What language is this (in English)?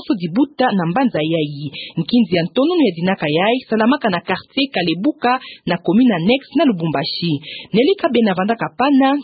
Kituba (Democratic Republic of Congo)